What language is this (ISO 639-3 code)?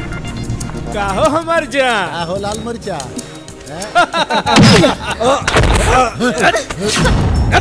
bho